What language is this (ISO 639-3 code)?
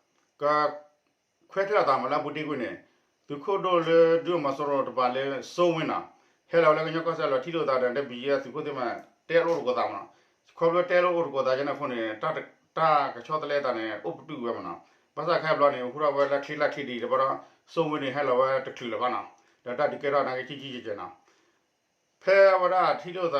ksw